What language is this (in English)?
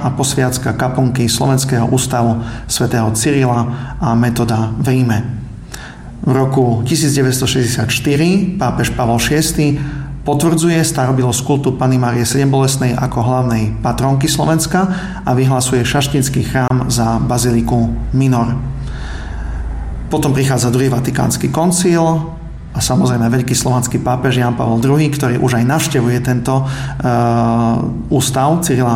Slovak